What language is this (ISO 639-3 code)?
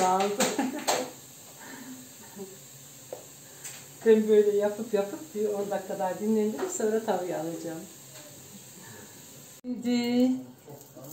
tur